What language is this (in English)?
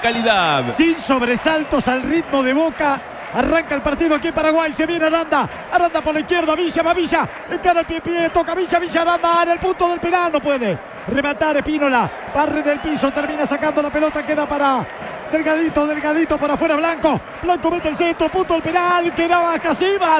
Spanish